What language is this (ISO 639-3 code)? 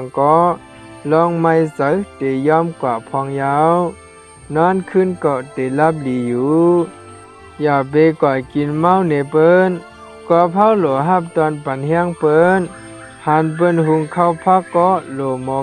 shn